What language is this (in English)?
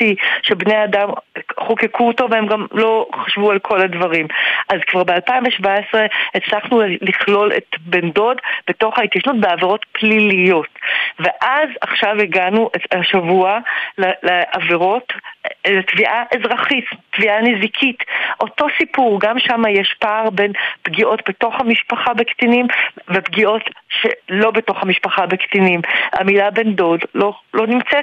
Hebrew